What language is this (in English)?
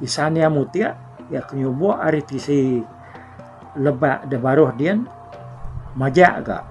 Iban